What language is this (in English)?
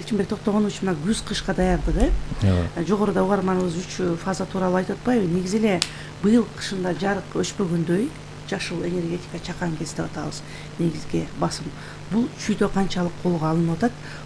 Kyrgyz